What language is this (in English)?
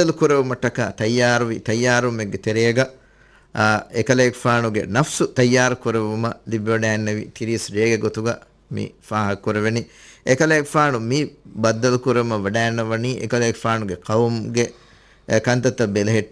Divehi